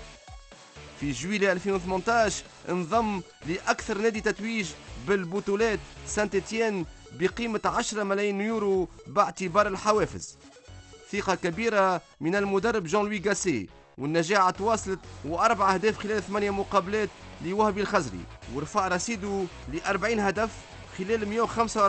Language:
Tunisian Arabic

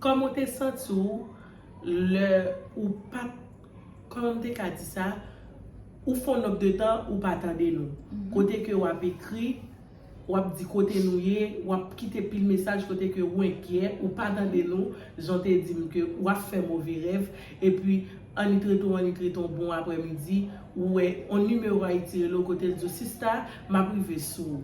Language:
Haitian Creole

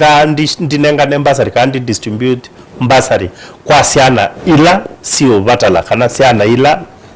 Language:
Kamba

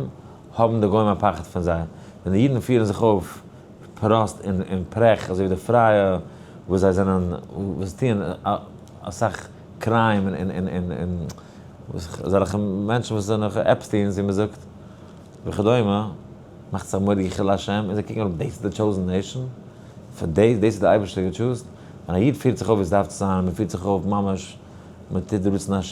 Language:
Yiddish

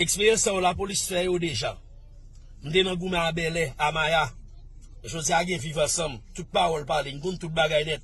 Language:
Haitian Creole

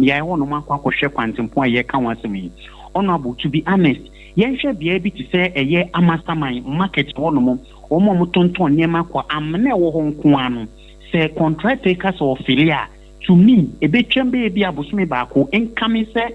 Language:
Akan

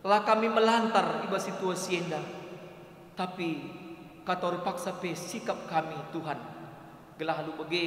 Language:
Batak Karo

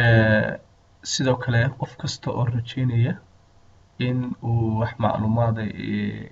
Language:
Somali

